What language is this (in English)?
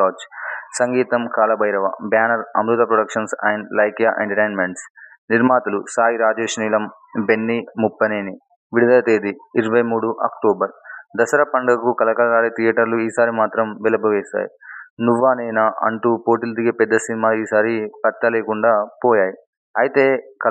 Telugu